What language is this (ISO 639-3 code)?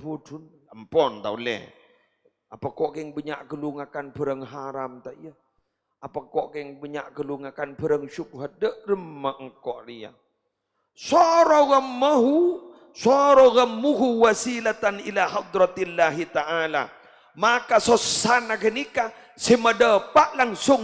mad